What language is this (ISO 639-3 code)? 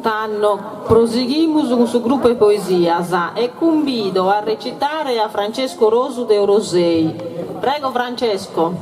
srd